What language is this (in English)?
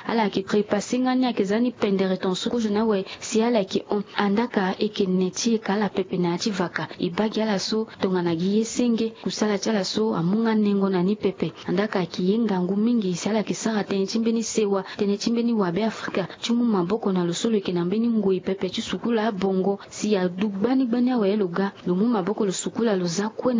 Sango